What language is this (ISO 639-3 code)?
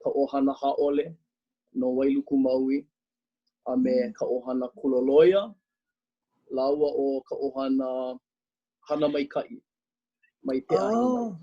haw